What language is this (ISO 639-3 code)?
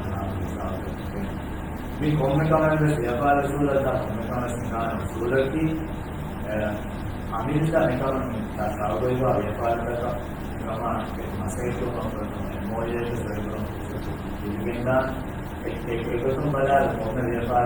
div